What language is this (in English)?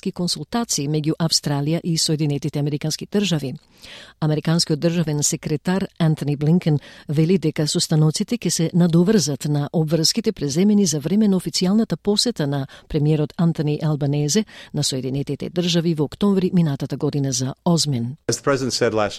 Macedonian